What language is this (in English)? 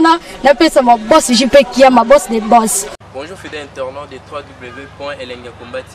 Lingala